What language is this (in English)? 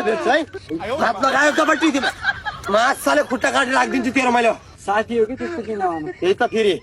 Nepali